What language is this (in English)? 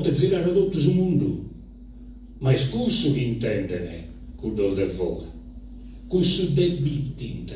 Sardinian